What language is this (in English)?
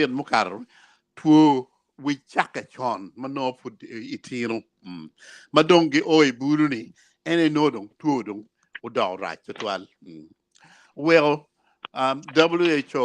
Acoli